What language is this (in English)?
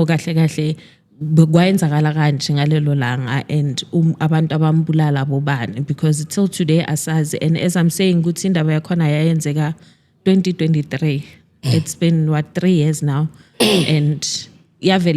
Zulu